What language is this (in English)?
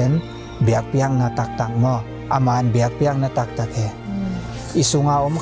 Tedim Chin